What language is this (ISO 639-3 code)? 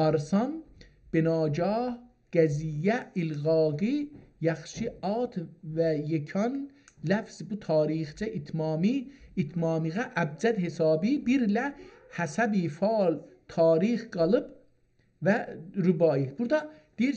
azb